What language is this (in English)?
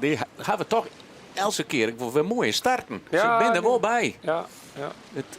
Western Frisian